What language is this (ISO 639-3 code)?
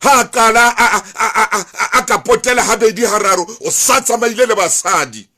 sot